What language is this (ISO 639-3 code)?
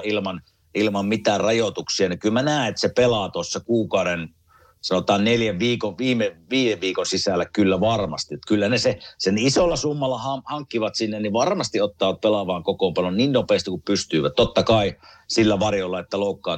fin